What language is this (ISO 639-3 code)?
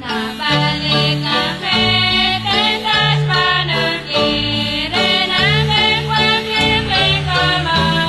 kek